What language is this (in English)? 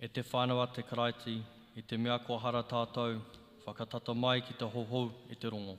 Māori